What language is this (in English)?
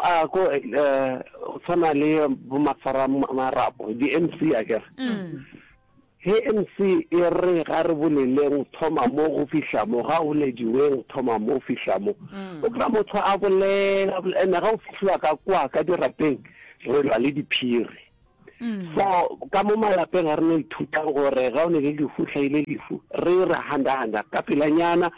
Northern Sotho